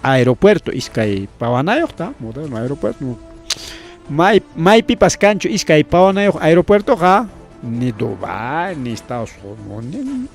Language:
Ayacucho Quechua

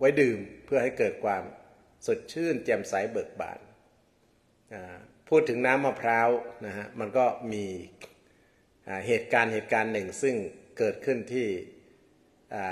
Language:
Thai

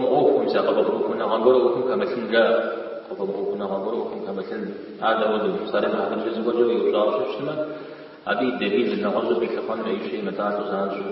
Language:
Kabardian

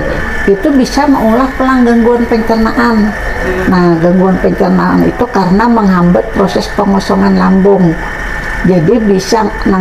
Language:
Banjar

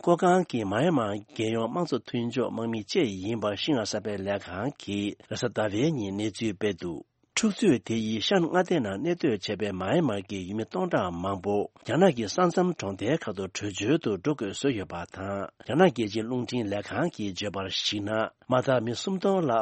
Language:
Tibetan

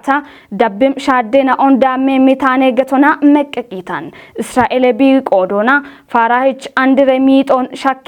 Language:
Kafa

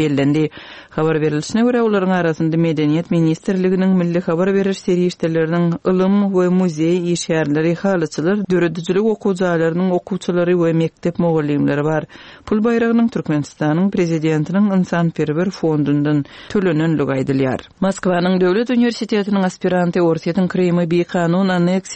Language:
Turkmen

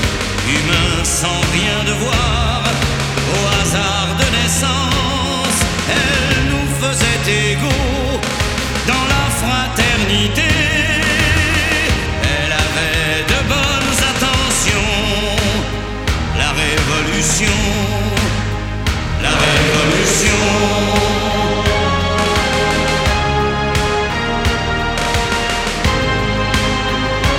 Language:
French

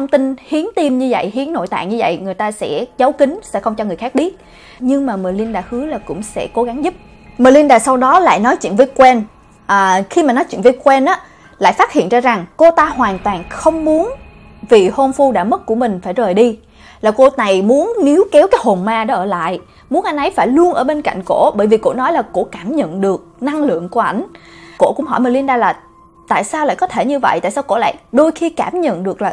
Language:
Vietnamese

